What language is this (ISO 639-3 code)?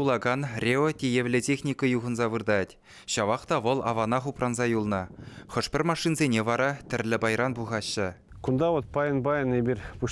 chv